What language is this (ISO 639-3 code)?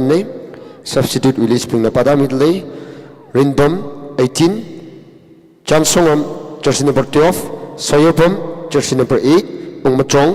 nmf